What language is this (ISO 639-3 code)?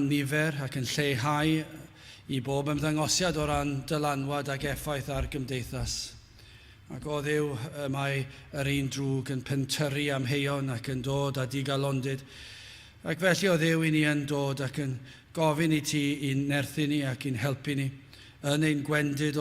cym